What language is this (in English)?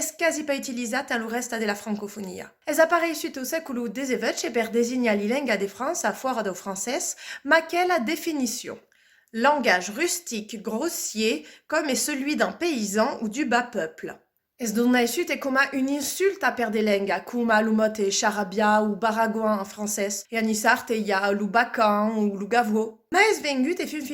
Occitan